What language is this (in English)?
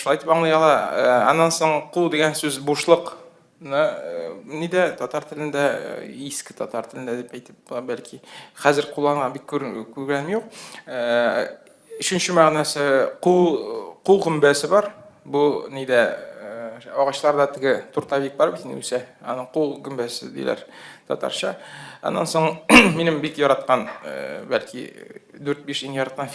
Tatar